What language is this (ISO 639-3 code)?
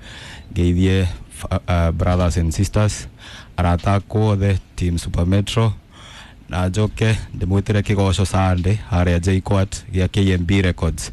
kik